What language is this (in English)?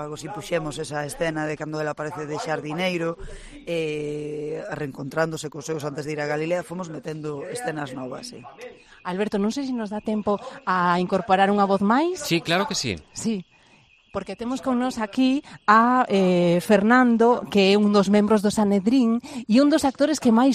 Galician